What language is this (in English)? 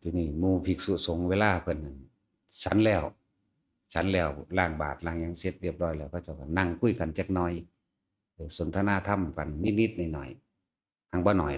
Northeastern Thai